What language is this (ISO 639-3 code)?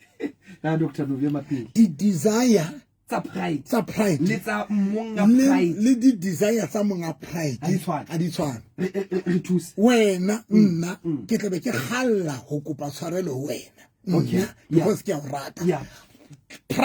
sot